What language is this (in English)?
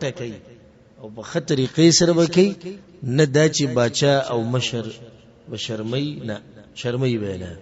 Pashto